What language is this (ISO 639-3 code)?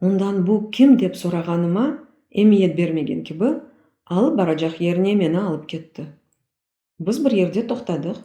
crh